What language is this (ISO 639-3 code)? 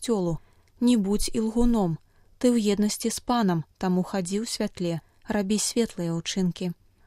bel